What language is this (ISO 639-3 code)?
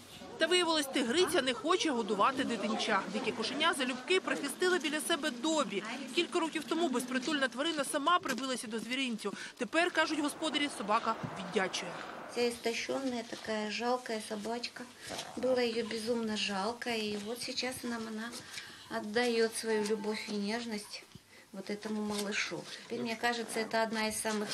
ukr